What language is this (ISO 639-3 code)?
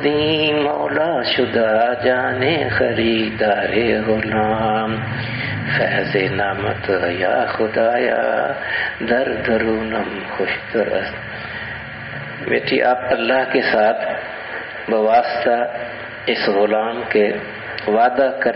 urd